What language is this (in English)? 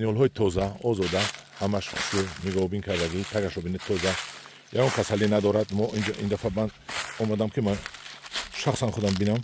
Tajik